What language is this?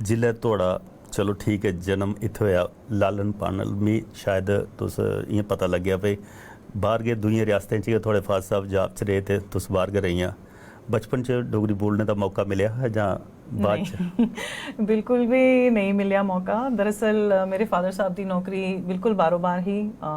Dogri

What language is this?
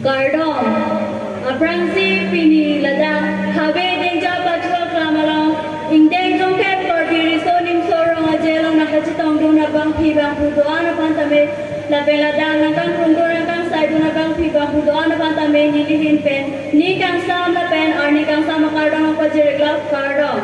Karbi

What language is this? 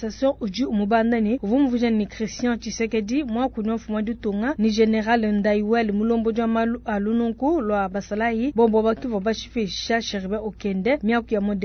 Luba-Lulua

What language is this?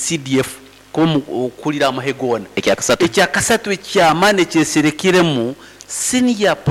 Nyankole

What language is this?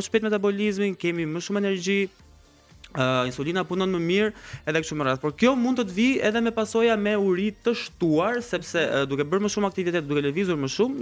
Albanian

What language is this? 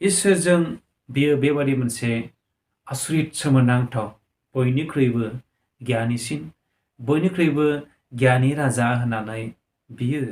Bodo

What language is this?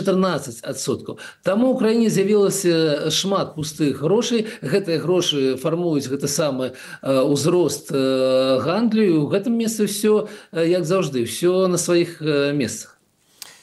Belarusian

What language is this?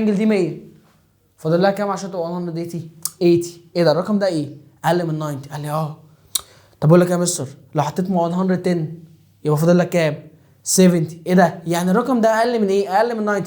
Egyptian Arabic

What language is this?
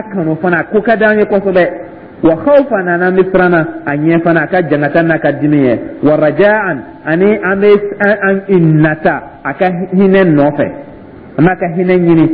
Dyula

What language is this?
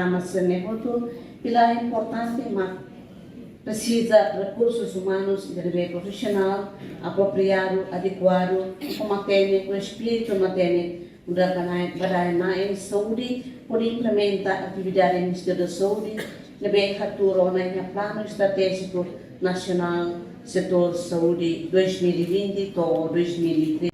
Tetum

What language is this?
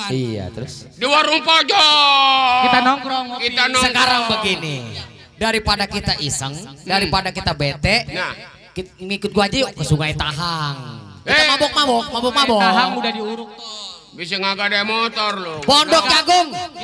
Betawi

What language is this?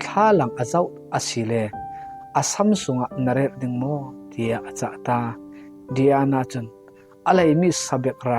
Falam Chin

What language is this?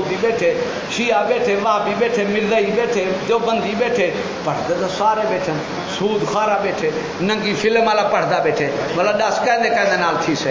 Saraiki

